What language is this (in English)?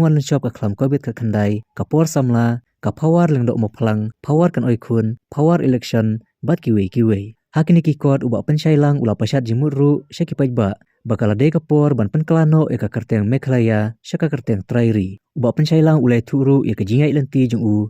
Khasi